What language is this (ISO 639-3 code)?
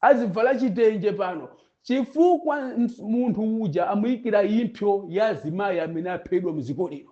nya